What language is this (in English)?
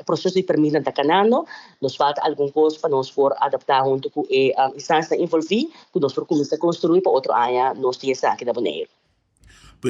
Papiamento